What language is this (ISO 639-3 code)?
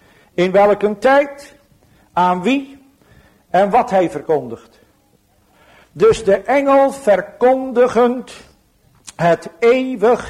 nld